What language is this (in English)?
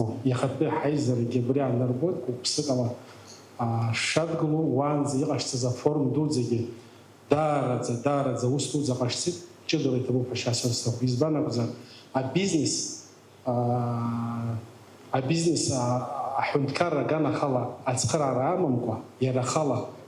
Abkhazian